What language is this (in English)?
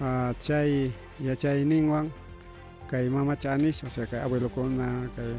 Ayacucho Quechua